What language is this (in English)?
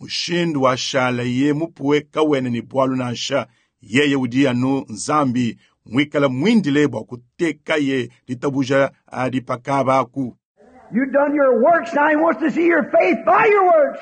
Luba-Lulua